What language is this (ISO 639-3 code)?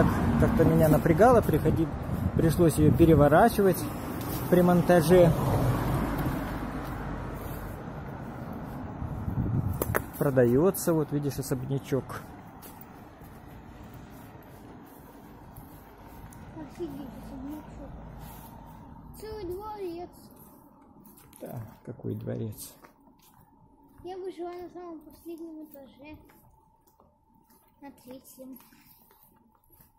rus